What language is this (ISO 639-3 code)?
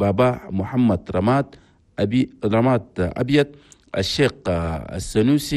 shu